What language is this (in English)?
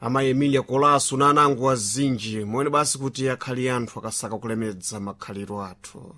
Sena